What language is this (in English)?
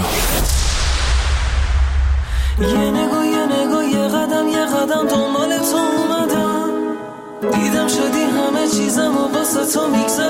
Persian